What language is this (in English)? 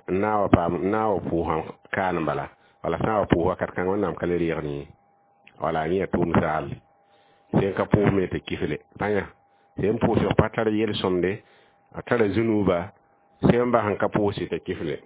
Mossi